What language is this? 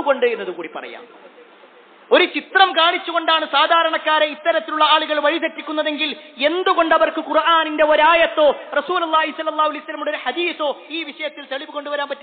Malayalam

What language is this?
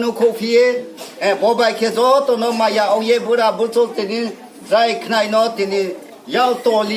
Riang (India)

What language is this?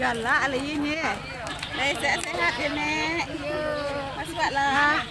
Minangkabau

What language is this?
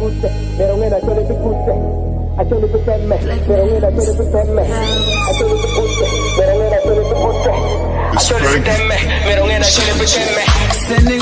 Acoli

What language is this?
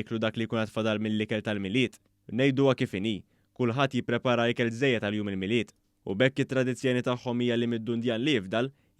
Maltese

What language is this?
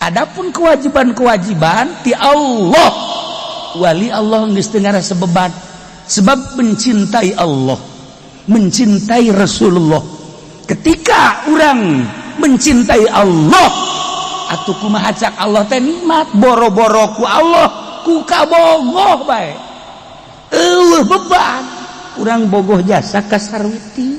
Sundanese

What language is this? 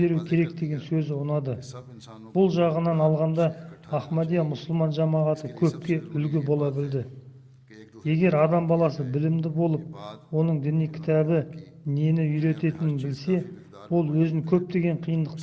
Kazakh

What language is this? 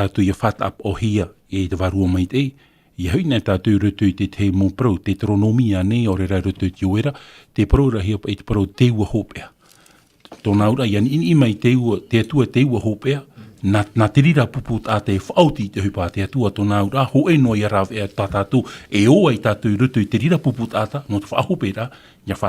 Tahitian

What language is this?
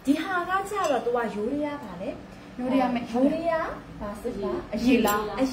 Burmese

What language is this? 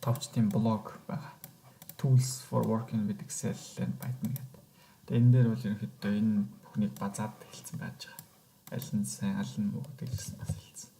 Mongolian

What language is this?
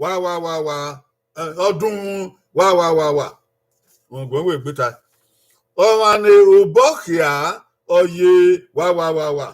Bini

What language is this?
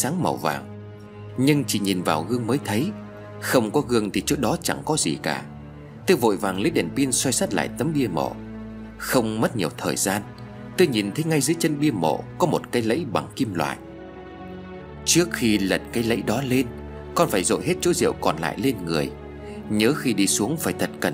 Vietnamese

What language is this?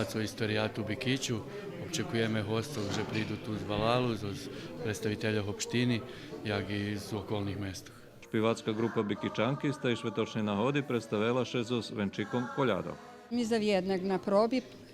Rusyn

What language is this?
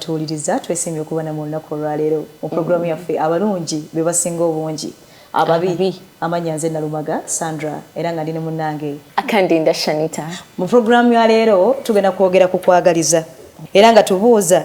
Ganda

